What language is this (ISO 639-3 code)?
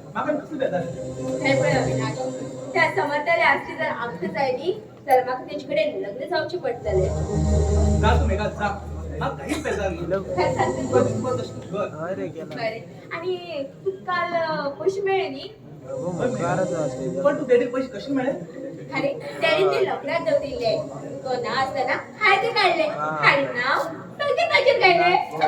kok